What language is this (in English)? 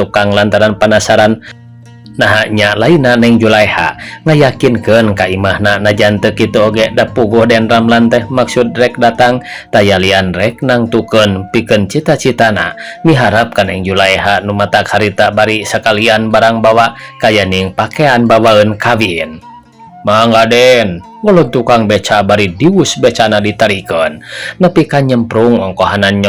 Sundanese